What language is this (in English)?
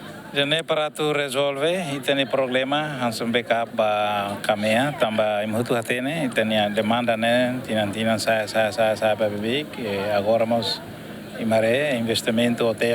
Tetum